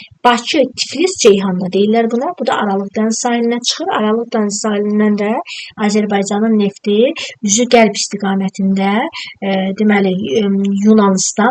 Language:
Azerbaijani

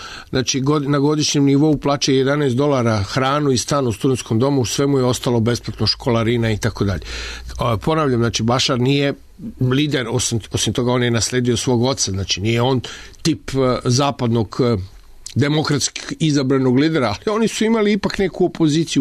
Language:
Serbian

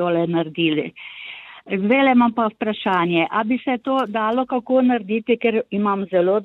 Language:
Slovenian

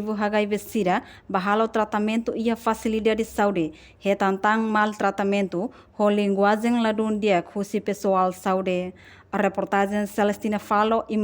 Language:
Tetum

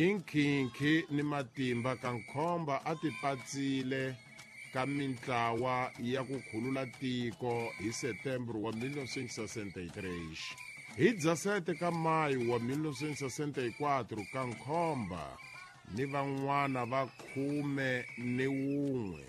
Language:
Tsonga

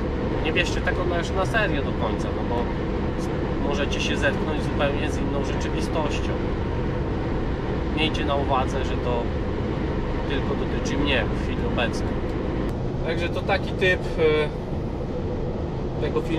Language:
Polish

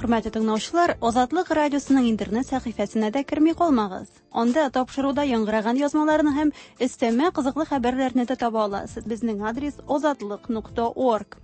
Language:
Tatar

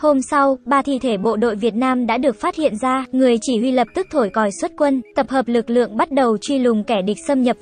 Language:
Vietnamese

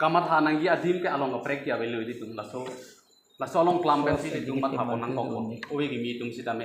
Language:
Karbi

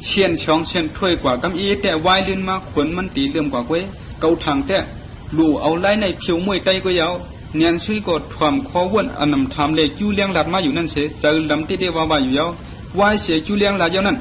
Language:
Shan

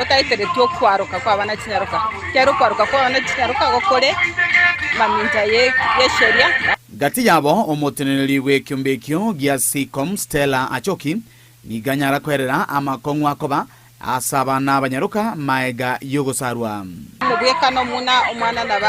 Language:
Gusii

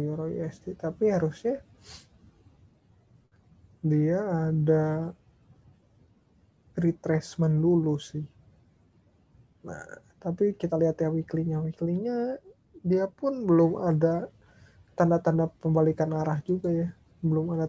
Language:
Indonesian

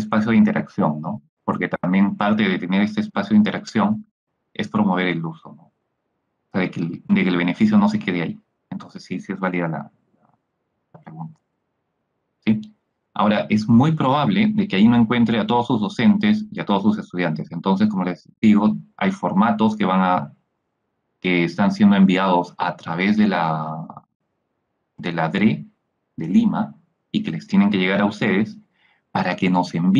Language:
Spanish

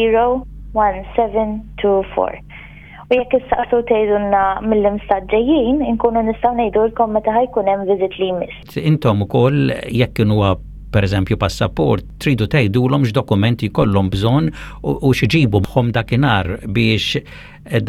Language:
Maltese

